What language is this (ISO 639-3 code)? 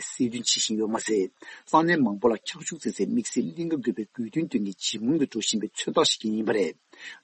bod